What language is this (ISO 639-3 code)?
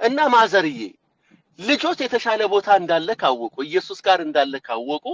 amh